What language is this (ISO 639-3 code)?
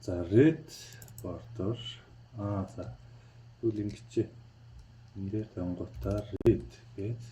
mon